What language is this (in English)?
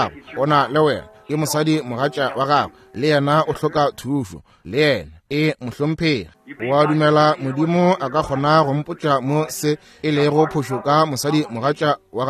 Northern Sotho